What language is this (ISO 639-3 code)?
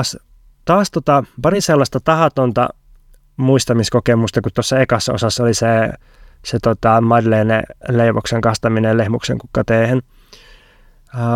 fin